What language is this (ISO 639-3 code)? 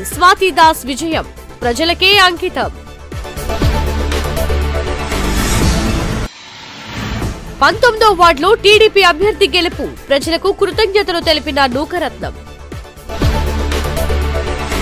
tel